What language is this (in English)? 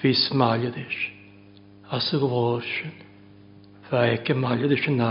Welsh